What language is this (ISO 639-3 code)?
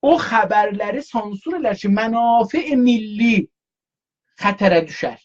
azb